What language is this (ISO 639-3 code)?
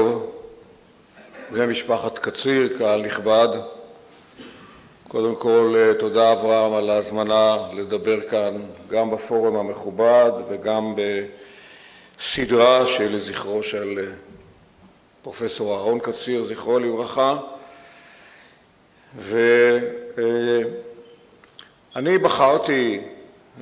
heb